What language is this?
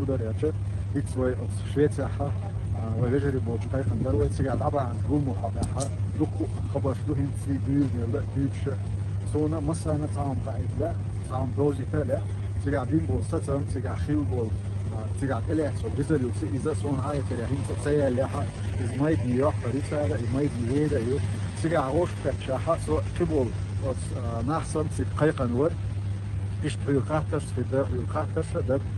Chechen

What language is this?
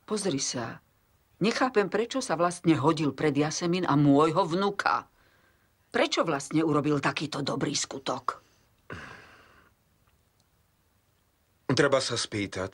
Slovak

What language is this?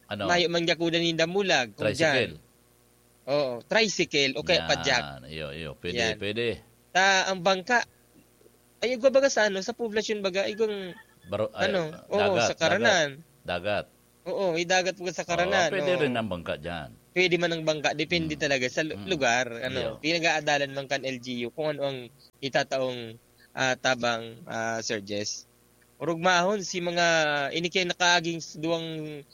Bikol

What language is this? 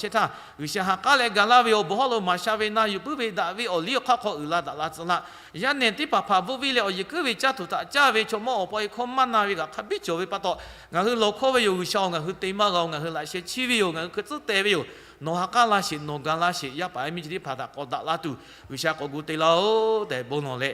Lahu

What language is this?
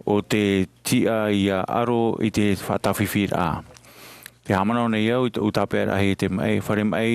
Tahitian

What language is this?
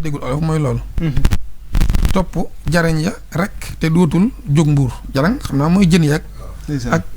Wolof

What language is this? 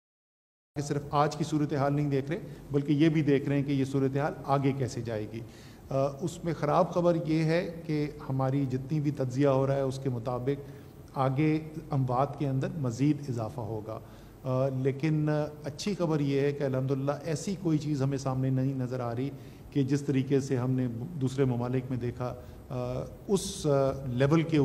Urdu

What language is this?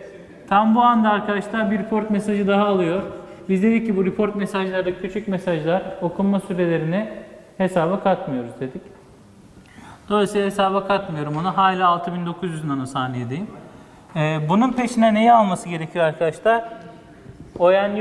Turkish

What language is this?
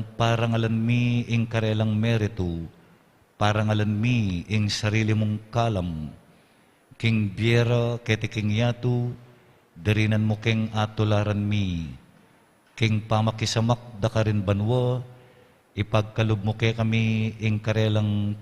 Pampanga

